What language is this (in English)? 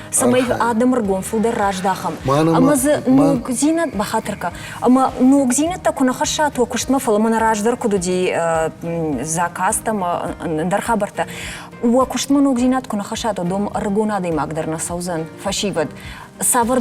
Ossetic